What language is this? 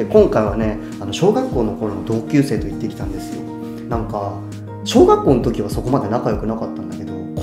Japanese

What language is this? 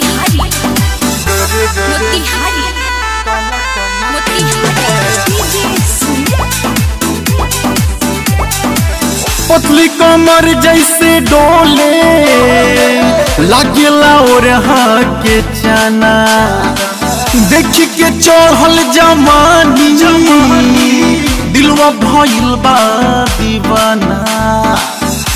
Bhojpuri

